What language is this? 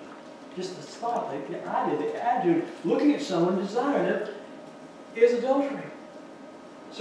English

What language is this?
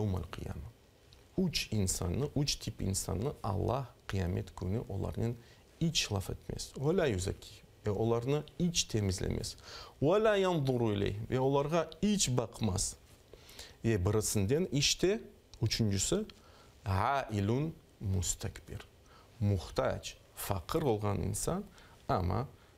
Crimean Tatar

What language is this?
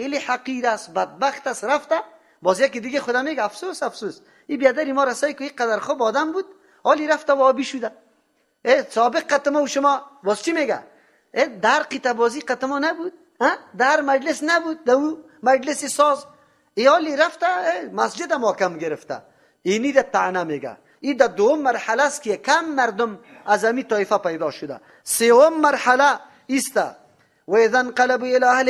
Persian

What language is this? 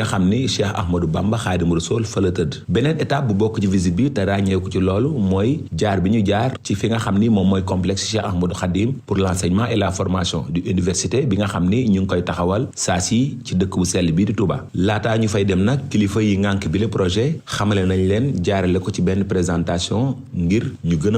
Wolof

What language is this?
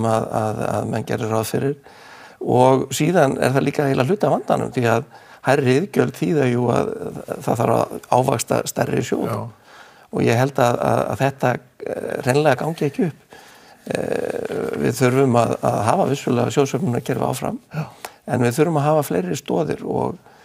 Icelandic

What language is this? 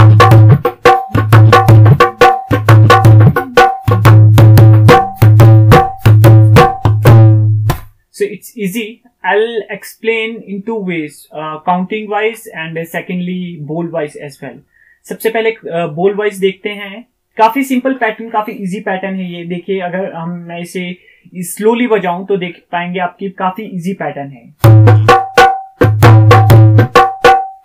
Hindi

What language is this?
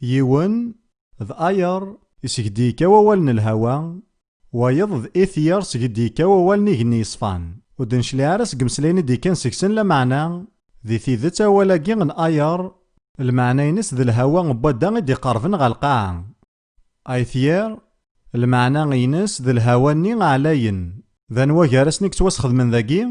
Kabyle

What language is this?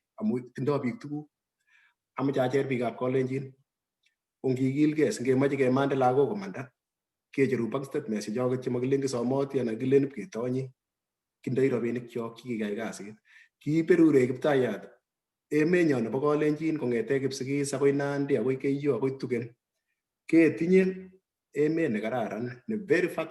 Kalenjin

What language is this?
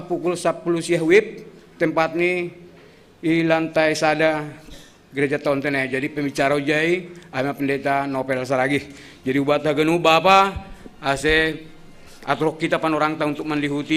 Batak Simalungun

